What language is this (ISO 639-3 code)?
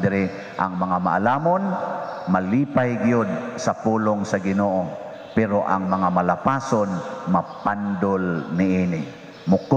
ceb